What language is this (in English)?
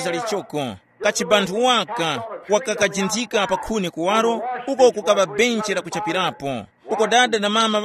Tumbuka